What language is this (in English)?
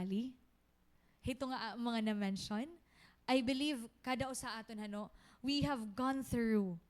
Waray